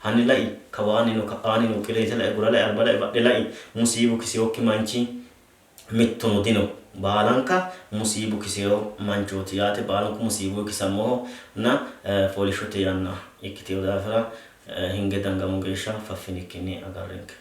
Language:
Sidamo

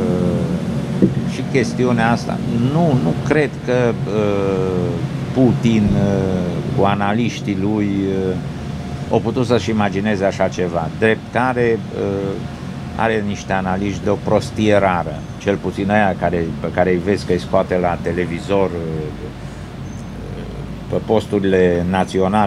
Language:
Romanian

